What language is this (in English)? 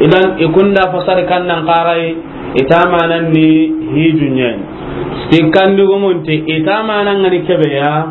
Soninke